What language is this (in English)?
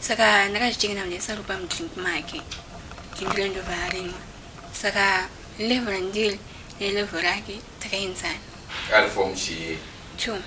Shona